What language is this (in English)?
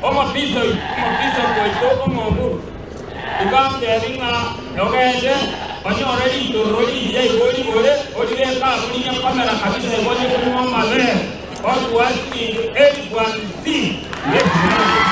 Gusii